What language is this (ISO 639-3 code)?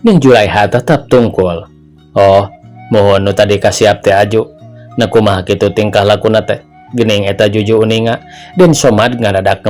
sun